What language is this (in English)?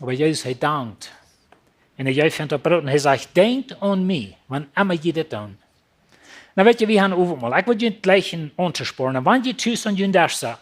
Plautdietsch